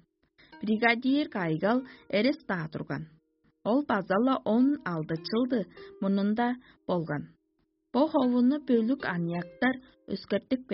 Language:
Tuvinian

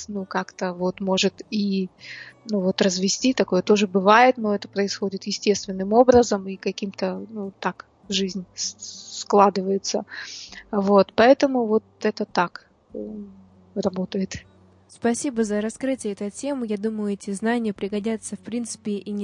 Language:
Russian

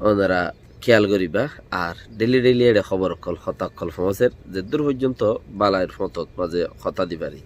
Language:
Rohingya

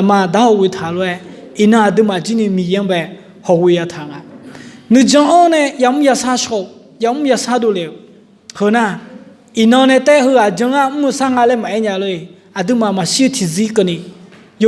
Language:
Akha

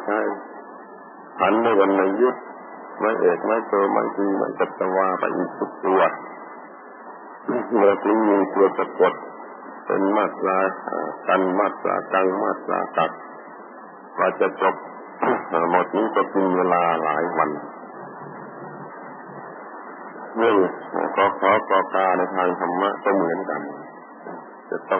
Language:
Thai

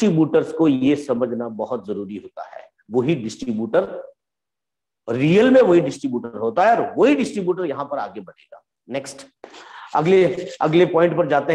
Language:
Hindi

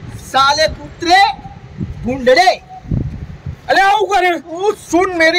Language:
Gujarati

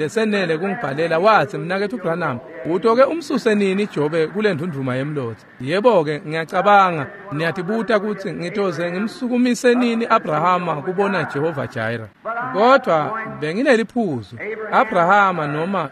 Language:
Swati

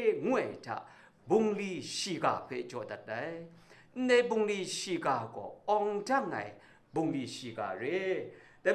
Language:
Kachin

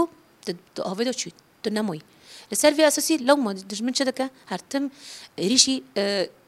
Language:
Kurdish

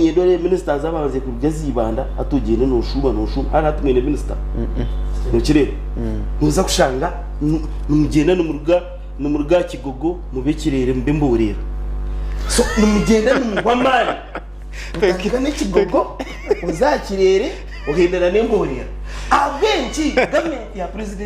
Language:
Nyankole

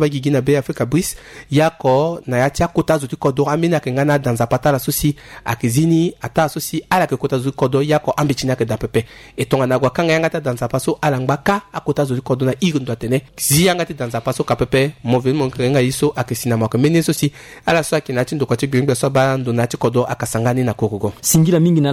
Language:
Sango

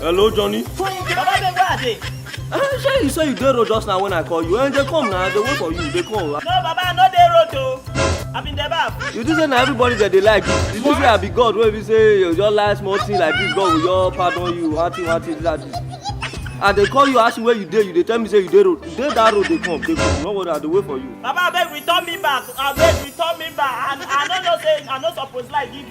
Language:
Nigerian Pidgin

